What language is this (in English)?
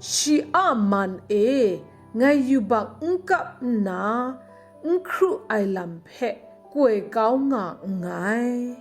Kachin